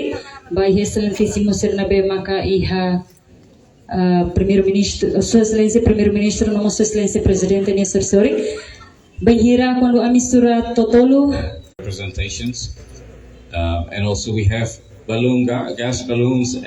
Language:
Tetum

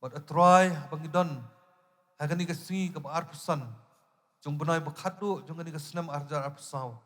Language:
Khasi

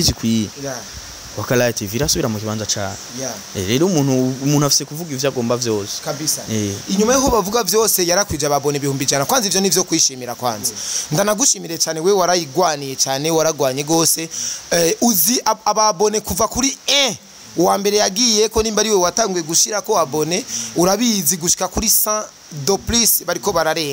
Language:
Rundi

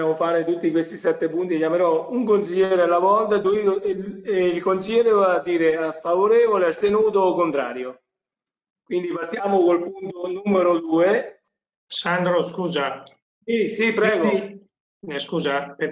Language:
Italian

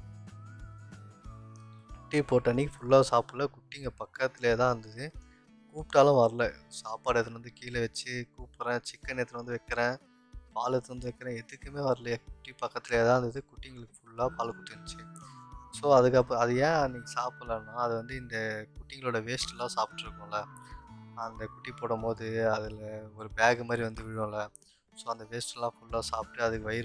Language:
Tamil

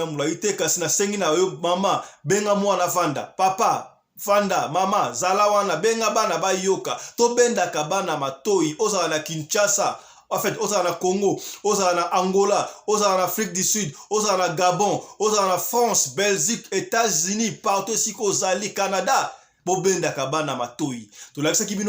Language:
Lingala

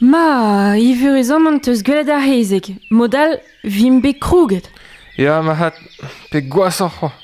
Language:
Breton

